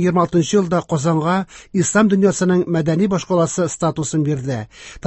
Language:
Tatar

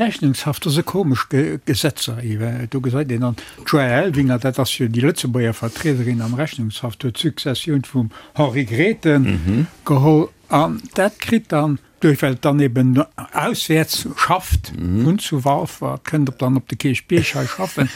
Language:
Luxembourgish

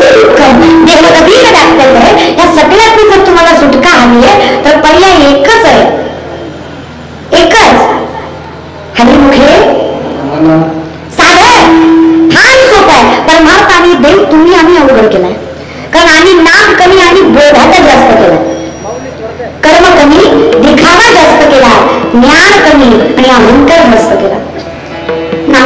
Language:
Marathi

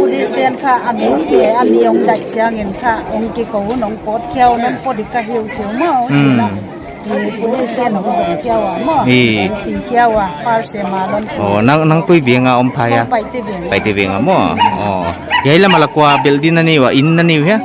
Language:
Paite Chin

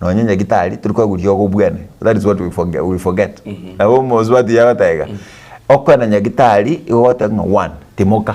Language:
Gusii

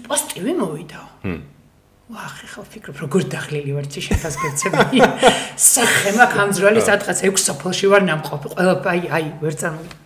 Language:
Georgian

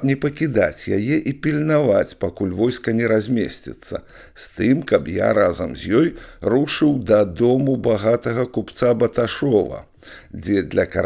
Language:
Belarusian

